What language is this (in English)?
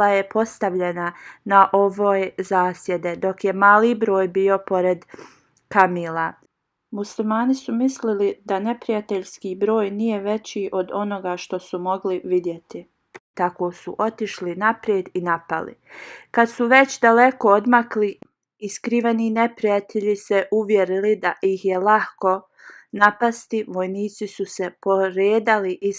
Bosnian